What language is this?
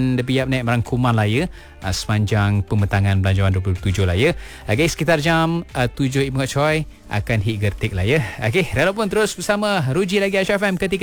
Malay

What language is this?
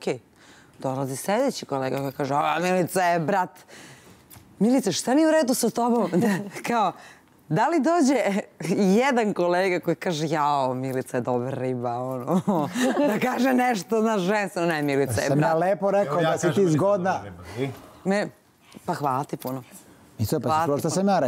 Serbian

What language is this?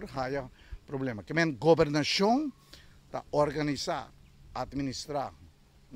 Papiamento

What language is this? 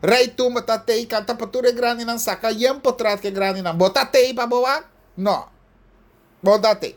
Papiamento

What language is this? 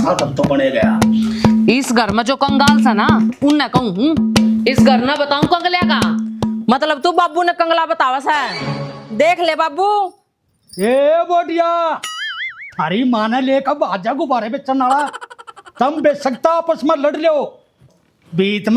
Haryanvi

